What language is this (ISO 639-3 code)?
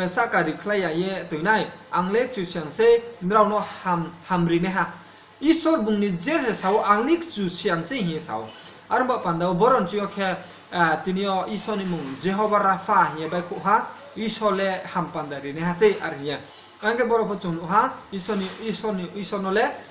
ria